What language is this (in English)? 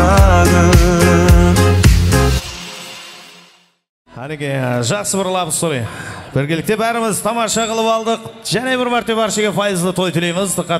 Kara-Kalpak